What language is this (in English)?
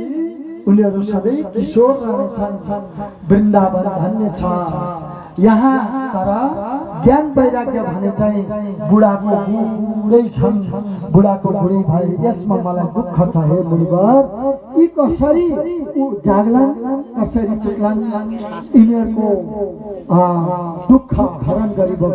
Nepali